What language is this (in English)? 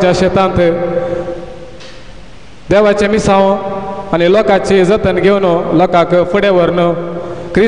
Konkani